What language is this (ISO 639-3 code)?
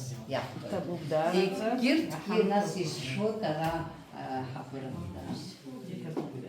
abk